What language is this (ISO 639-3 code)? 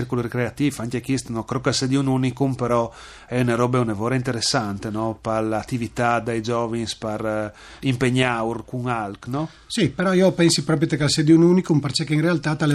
fur